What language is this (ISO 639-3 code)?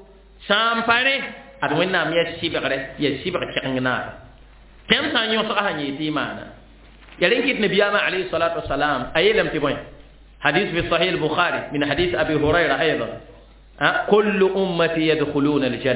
mos